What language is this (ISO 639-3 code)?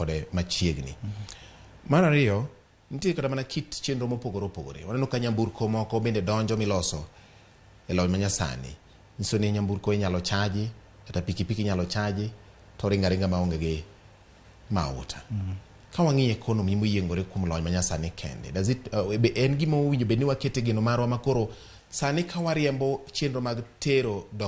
luo